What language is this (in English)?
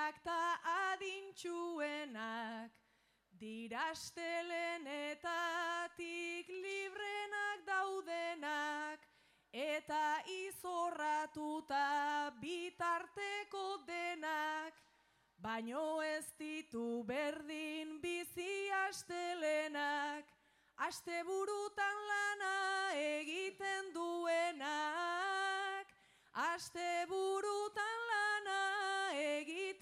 Basque